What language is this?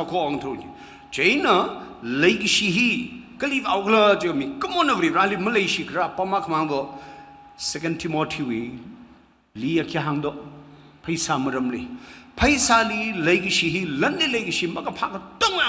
Tangkhul Naga (India)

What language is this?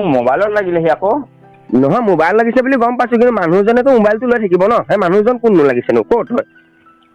Assamese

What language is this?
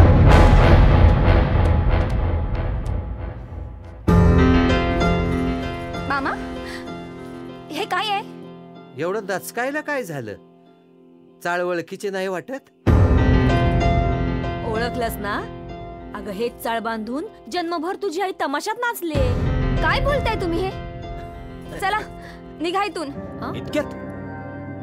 Marathi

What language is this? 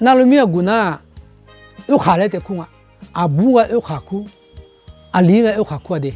Akha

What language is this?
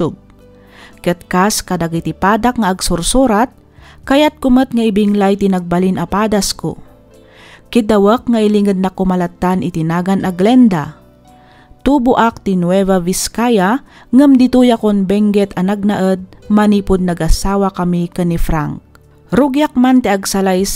Iloko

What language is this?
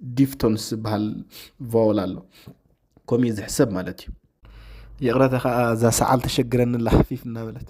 Tigrinya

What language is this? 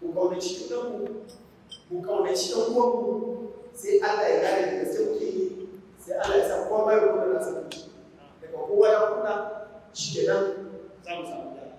Hausa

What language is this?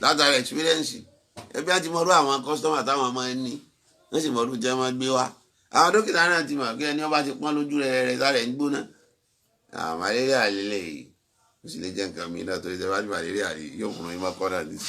Yoruba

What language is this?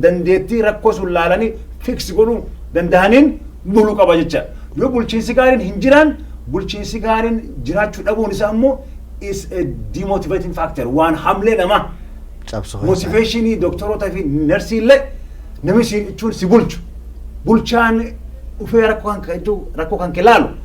Oromo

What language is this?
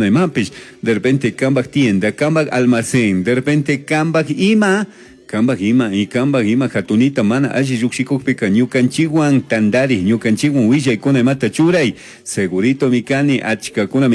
Chimborazo Highland Quichua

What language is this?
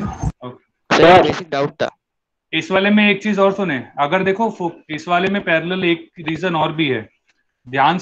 Hindi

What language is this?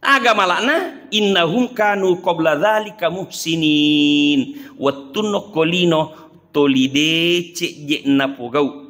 Buginese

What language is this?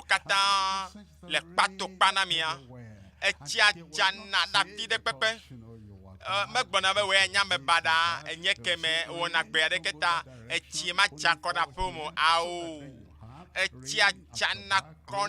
Ewe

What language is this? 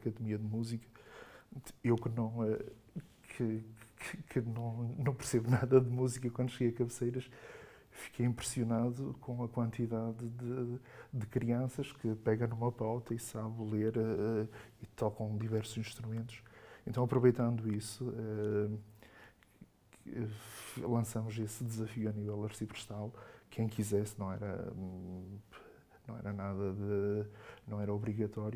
Portuguese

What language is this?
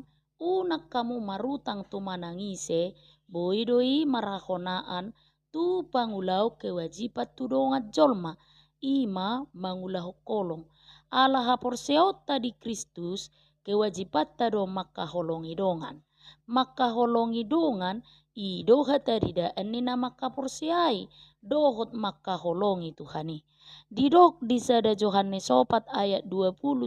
Batak Toba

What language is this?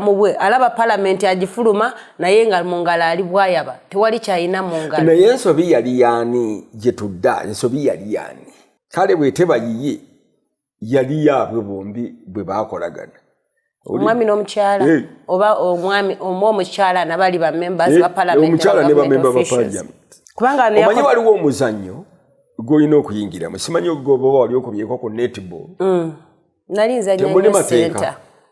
Ganda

